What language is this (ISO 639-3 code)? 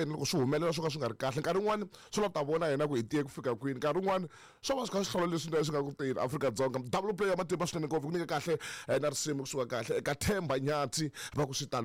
tso